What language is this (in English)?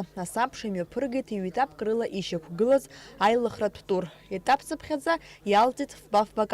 Abkhazian